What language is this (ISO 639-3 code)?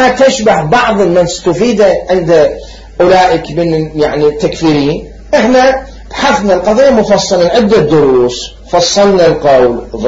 acm